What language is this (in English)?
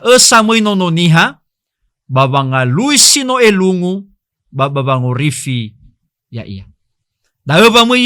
Nias